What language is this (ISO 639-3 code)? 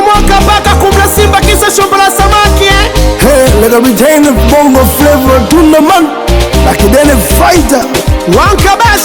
swa